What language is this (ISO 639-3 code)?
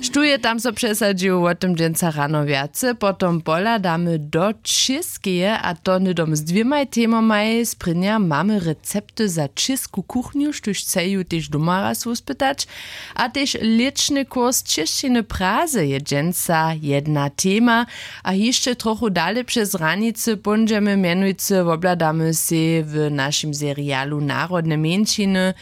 hsb